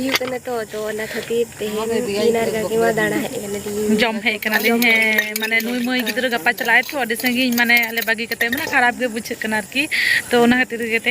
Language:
Santali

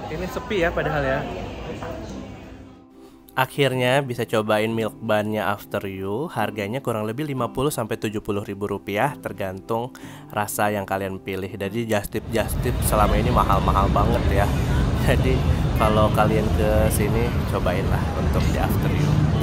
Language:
Indonesian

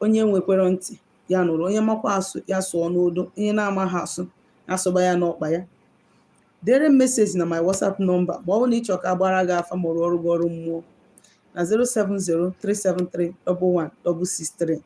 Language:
Igbo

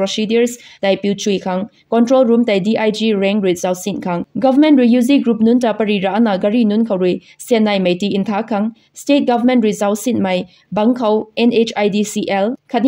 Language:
Rongmei Naga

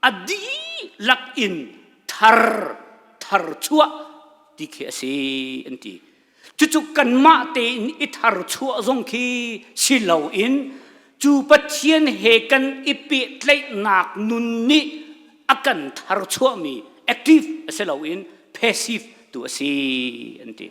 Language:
Hakha Chin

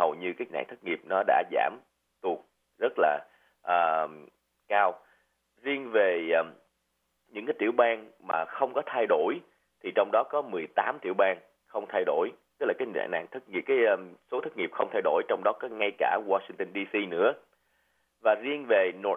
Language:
Vietnamese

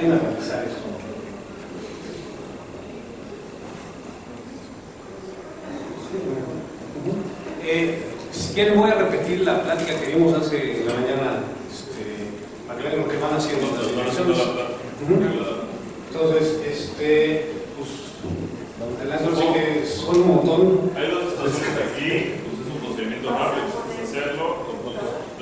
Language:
Spanish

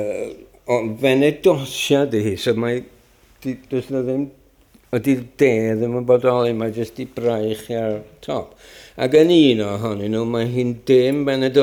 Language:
Welsh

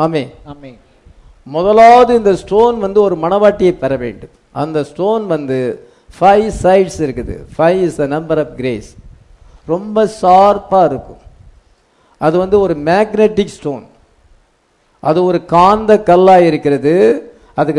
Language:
Tamil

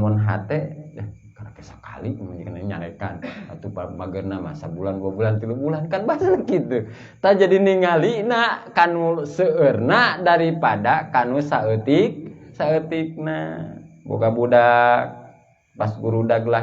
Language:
Sundanese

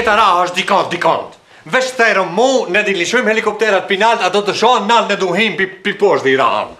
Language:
Albanian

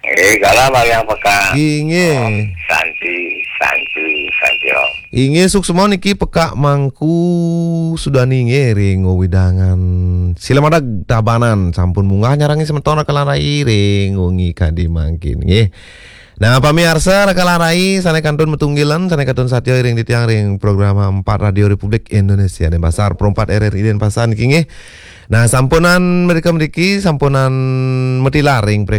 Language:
Balinese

